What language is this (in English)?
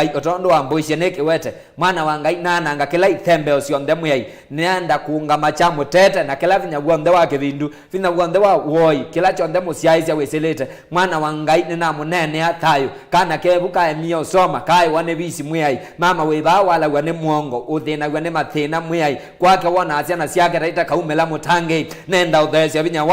Kamba